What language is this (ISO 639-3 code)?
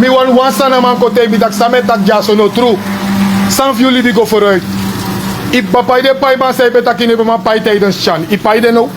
srn